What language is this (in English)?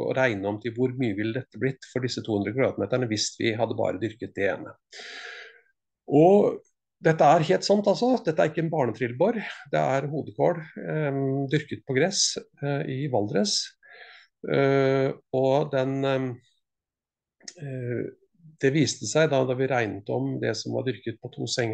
Norwegian